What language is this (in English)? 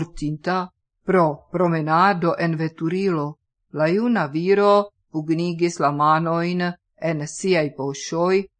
Esperanto